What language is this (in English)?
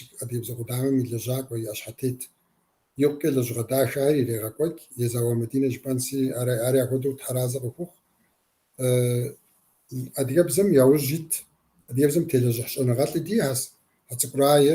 Kabardian